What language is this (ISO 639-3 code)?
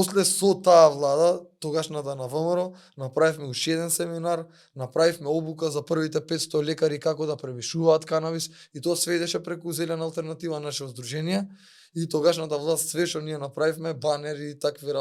mkd